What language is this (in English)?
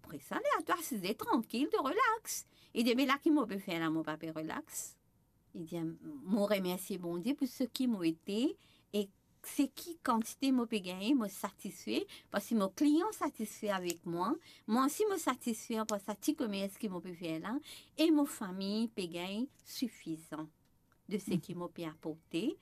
Morisyen